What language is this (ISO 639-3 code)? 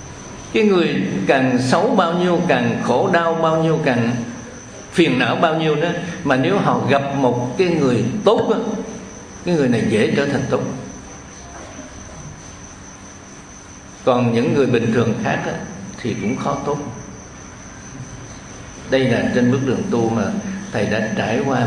vie